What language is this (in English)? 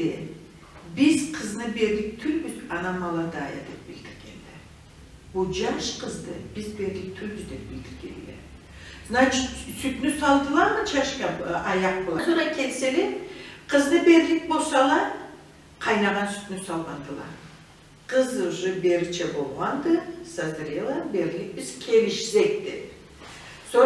Karachay-Balkar